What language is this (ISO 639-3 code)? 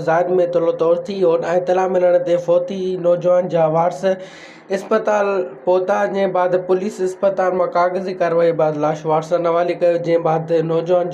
snd